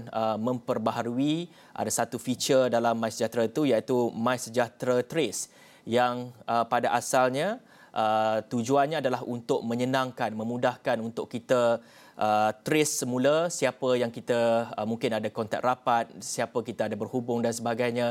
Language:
Malay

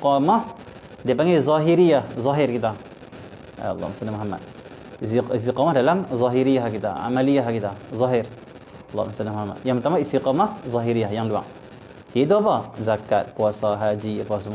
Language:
Malay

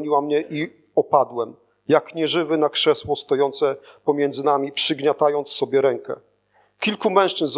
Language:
Polish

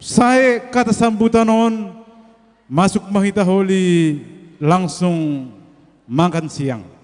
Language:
Batak Simalungun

